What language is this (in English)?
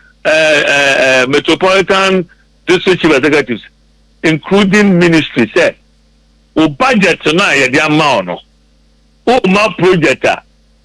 Akan